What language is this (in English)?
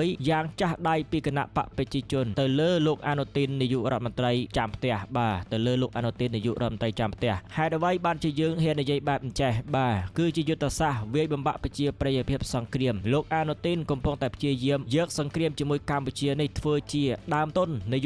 Khmer